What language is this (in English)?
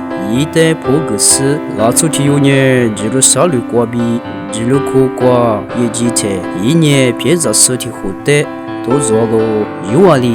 Lisu